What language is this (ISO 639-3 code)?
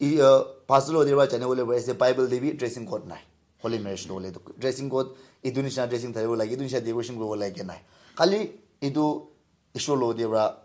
nag